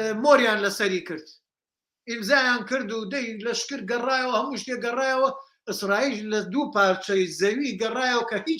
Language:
Central Kurdish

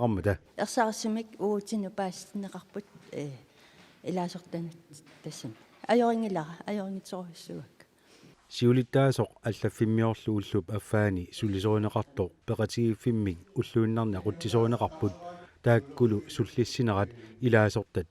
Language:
Kalaallisut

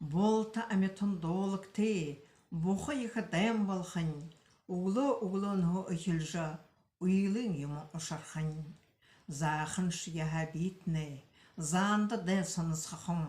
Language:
Buriat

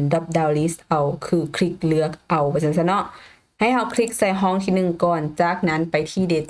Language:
Lao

